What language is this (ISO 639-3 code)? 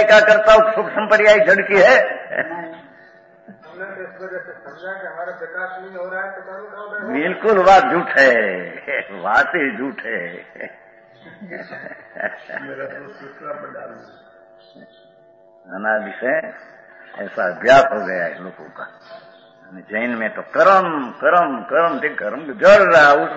hin